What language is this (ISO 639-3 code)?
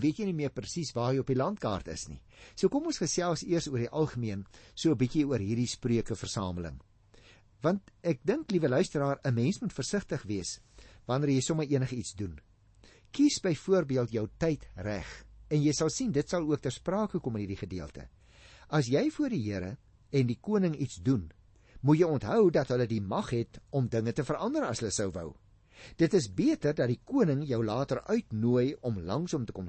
afr